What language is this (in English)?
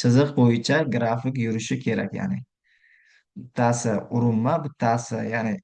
Uzbek